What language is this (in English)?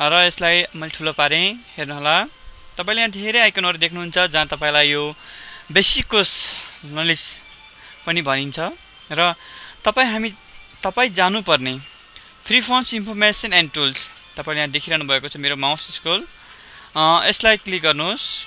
Nepali